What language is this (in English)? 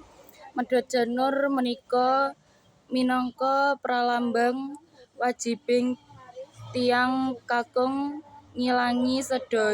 Javanese